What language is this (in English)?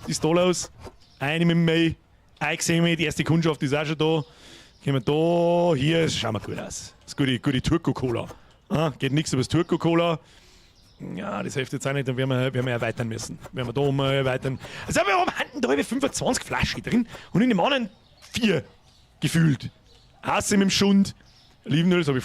Bavarian